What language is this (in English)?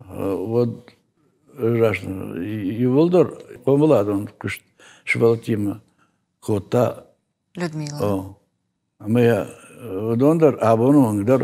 Ossetic